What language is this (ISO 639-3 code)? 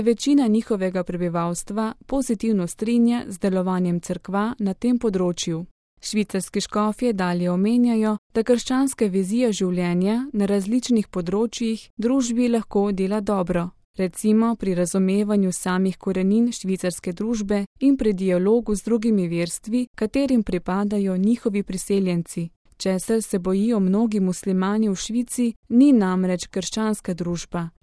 slv